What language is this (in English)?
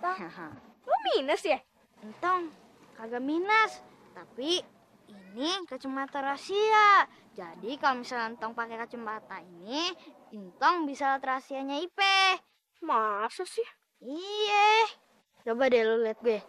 Betawi